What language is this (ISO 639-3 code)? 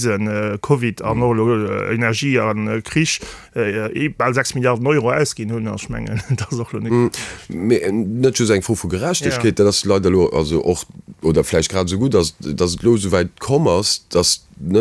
ltz